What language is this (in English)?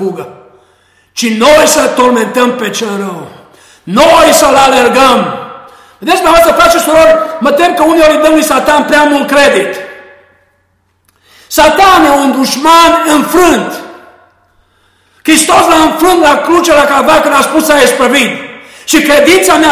Romanian